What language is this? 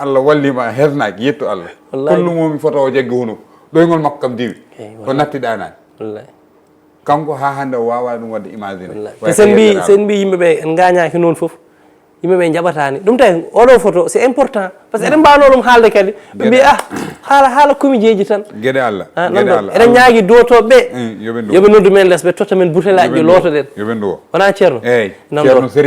Fula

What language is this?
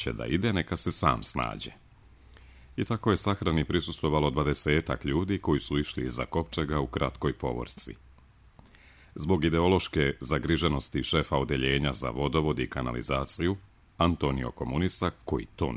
Serbian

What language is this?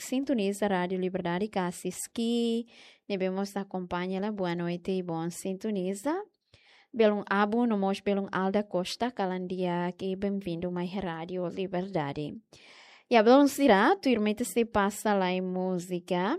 Tetum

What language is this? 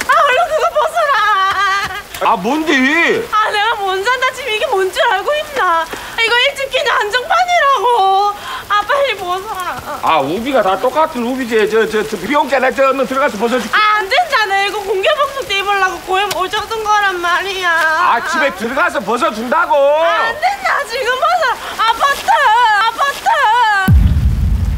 Korean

